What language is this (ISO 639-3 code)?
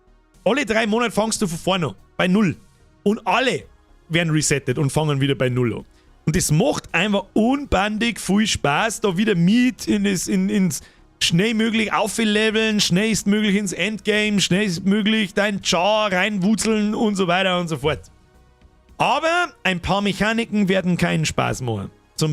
bar